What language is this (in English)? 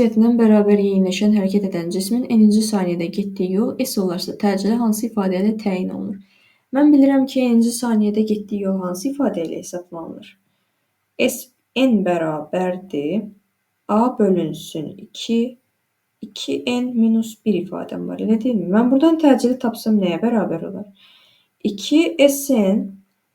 Azerbaijani